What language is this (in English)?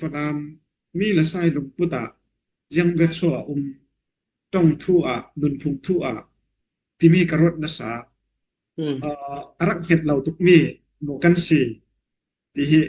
Falam Chin